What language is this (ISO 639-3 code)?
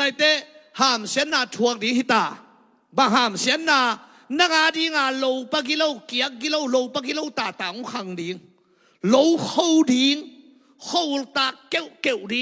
ctd